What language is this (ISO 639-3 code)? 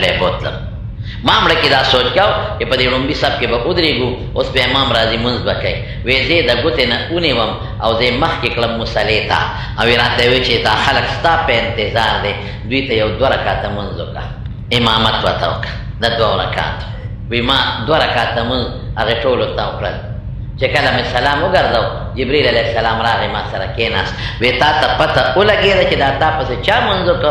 pus